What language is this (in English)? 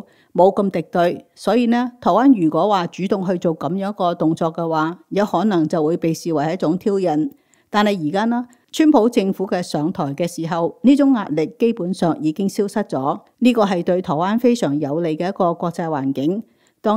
Cantonese